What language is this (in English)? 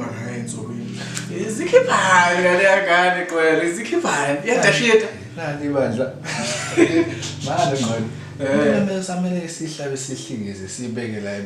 Zulu